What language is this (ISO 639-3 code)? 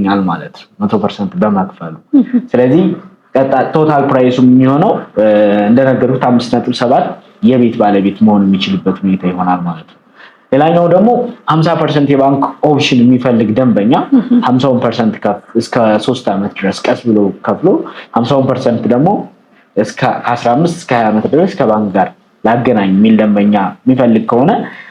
amh